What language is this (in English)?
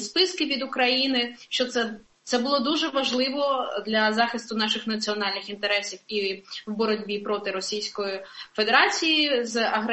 Ukrainian